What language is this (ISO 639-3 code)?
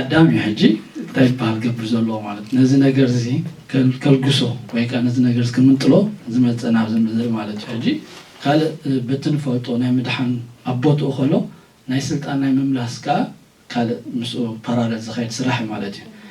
tir